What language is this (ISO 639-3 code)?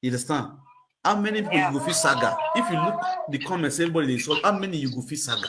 pcm